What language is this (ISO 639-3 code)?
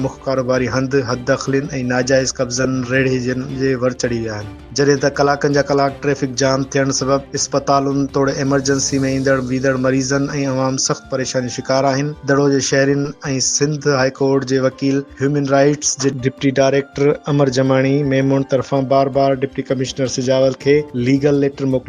snd